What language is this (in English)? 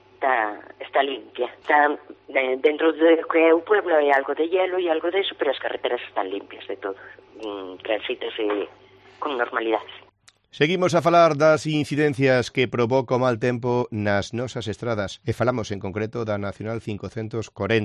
Galician